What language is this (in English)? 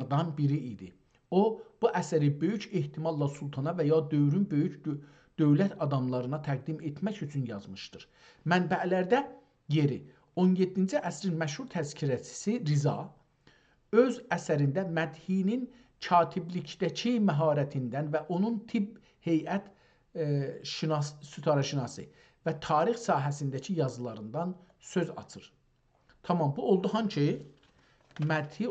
South Azerbaijani